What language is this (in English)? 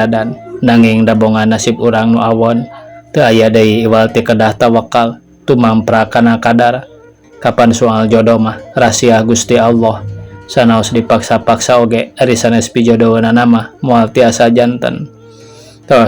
Sundanese